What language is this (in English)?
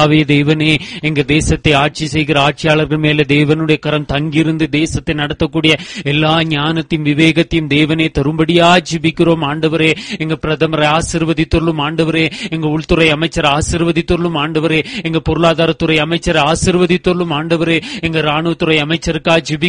Tamil